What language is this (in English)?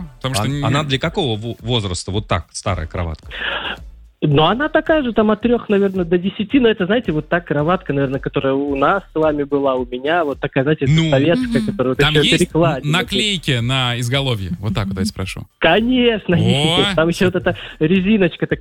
Russian